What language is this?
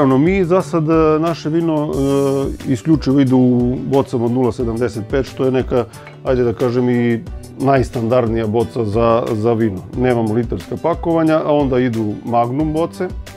Serbian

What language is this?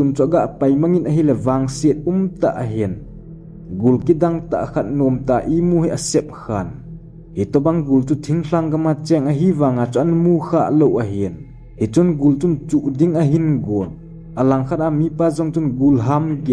Thado Chin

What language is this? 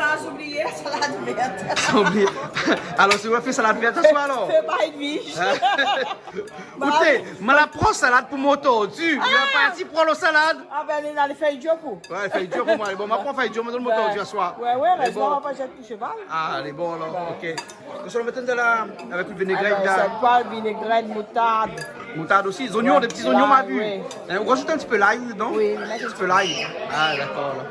Réunion Creole French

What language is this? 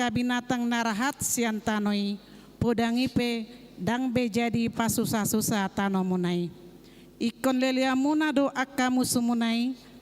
Batak Toba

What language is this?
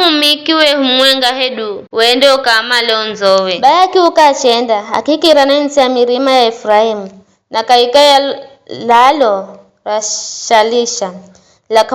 Giryama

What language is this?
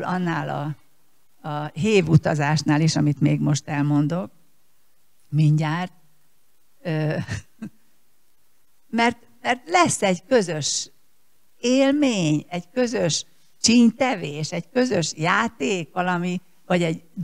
Hungarian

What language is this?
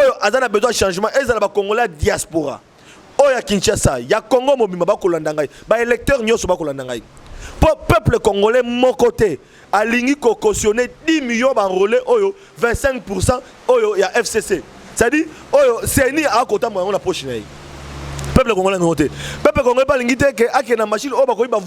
Lingala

